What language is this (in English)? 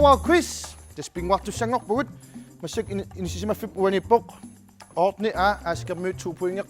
Kalaallisut